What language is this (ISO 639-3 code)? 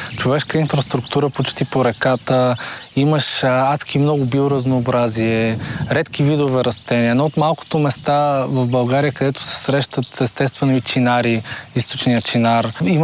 bul